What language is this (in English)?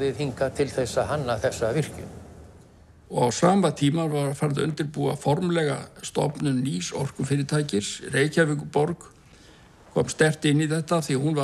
Icelandic